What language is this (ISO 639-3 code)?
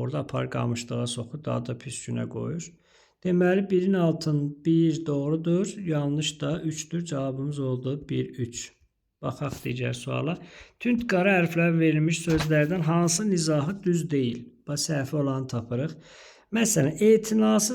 aze